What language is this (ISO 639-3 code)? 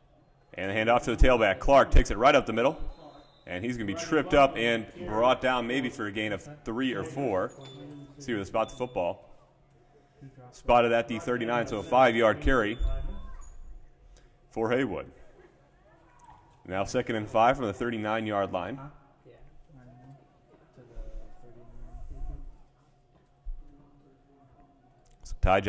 eng